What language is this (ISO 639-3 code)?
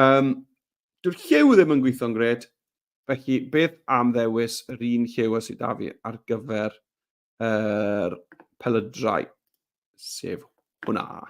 cym